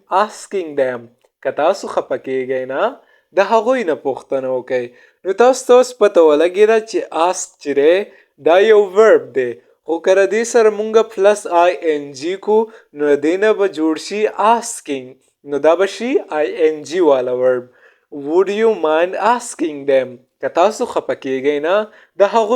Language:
Pashto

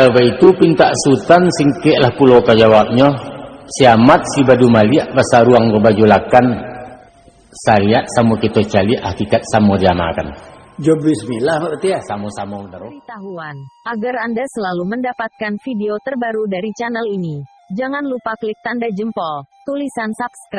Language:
Minangkabau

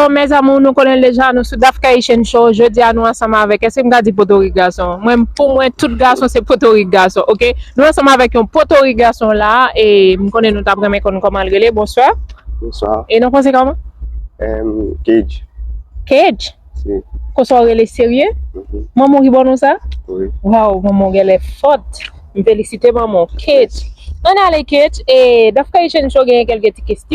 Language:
Haitian Creole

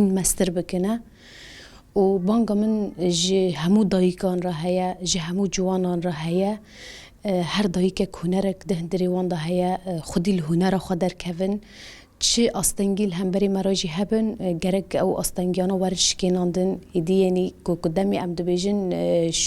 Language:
Kurdish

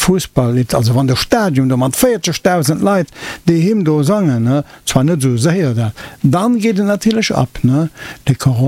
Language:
Luxembourgish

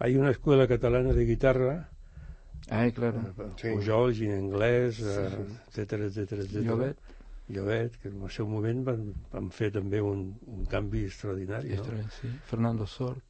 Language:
Catalan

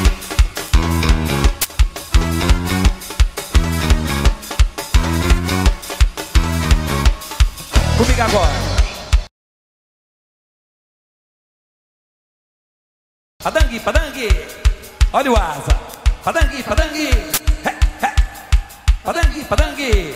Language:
Portuguese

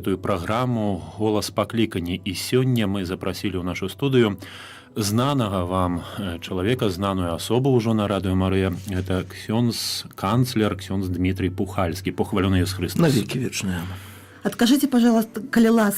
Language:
Belarusian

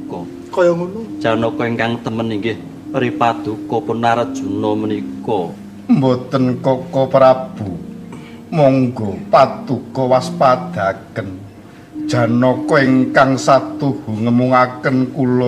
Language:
Javanese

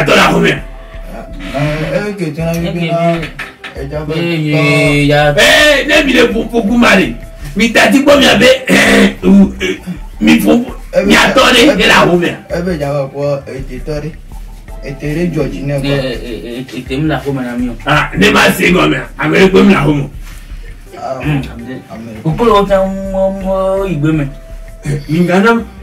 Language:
Ewe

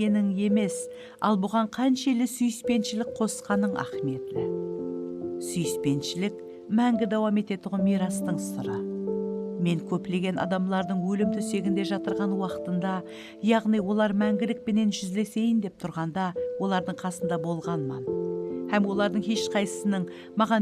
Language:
Kara-Kalpak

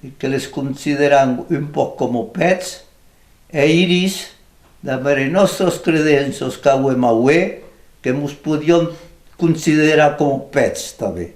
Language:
Occitan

